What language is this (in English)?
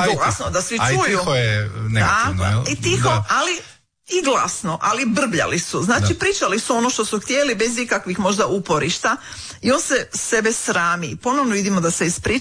Croatian